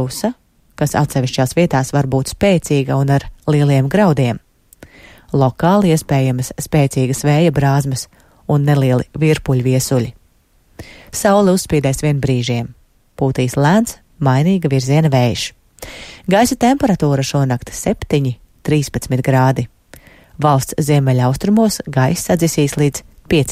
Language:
Latvian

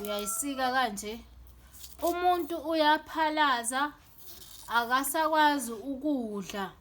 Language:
Zulu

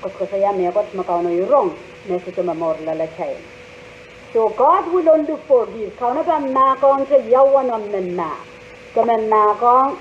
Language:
Pohnpeian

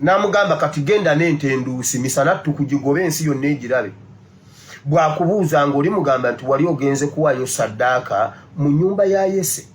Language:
Ganda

